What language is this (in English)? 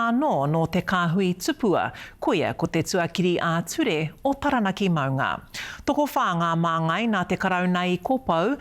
Māori